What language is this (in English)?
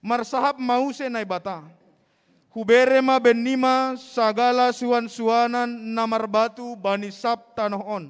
Batak Simalungun